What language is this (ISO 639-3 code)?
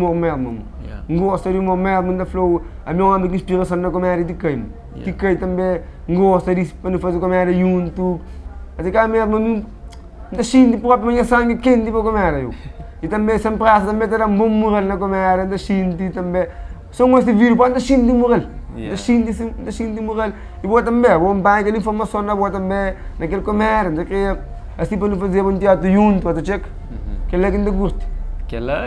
kea